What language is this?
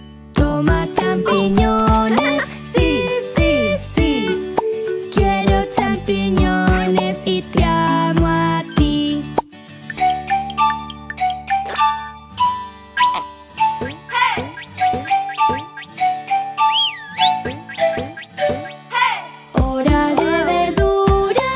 Spanish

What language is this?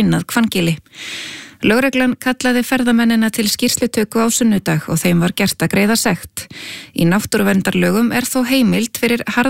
Icelandic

